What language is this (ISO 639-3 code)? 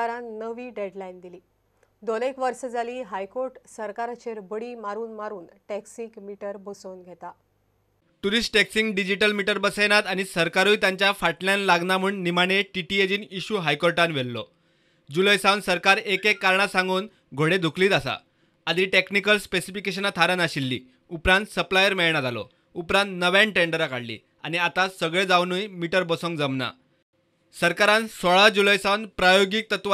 kok